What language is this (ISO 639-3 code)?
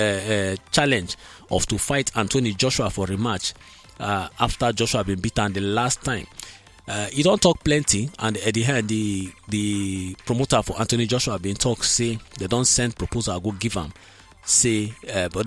pcm